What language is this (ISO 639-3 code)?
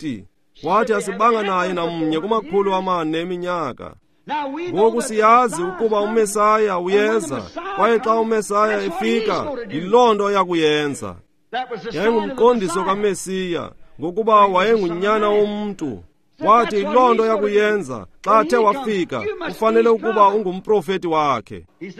xho